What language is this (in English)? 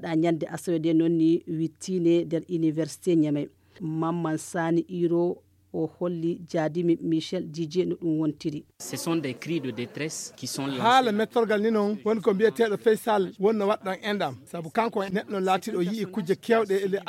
Fula